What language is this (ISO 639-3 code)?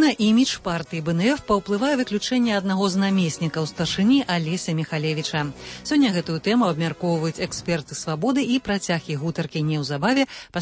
bel